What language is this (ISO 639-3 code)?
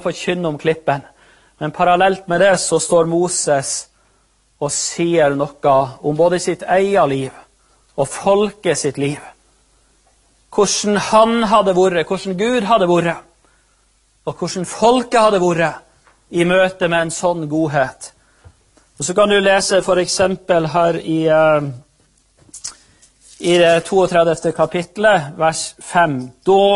nor